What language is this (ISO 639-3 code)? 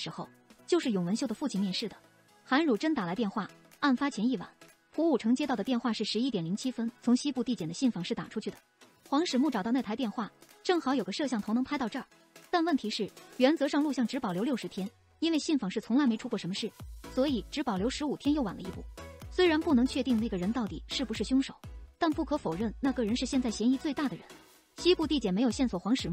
zho